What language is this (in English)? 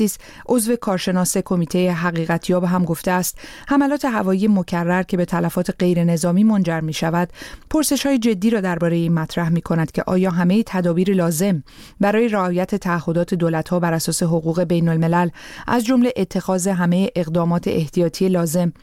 Persian